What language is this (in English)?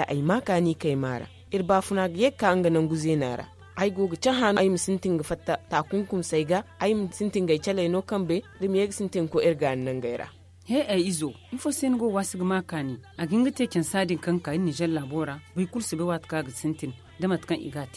Zarma